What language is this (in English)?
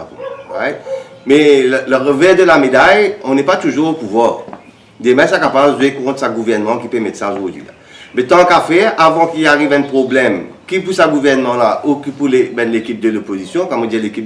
Morisyen